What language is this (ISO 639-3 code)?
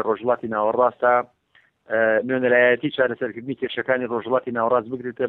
ckb